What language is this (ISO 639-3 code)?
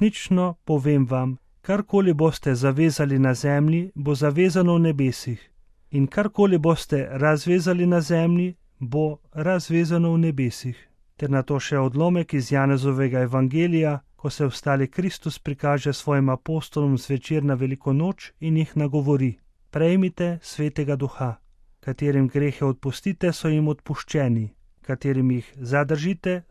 slv